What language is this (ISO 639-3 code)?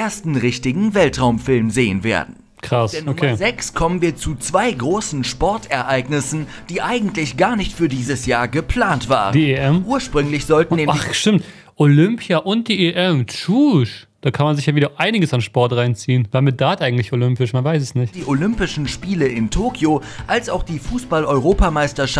deu